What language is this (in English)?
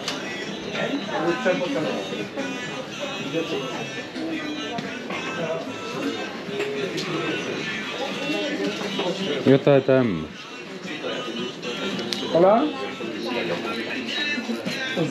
Finnish